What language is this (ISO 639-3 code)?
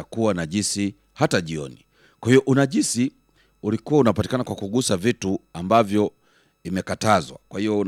swa